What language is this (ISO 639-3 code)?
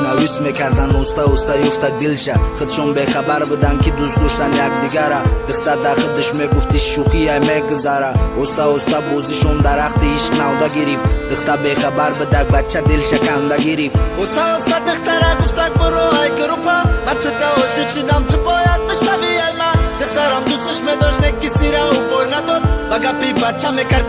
tgk